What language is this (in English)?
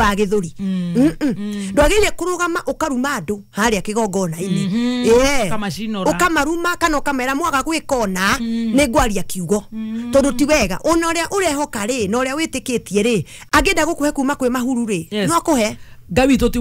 Kikuyu